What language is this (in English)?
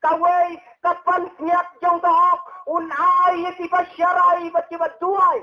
Khasi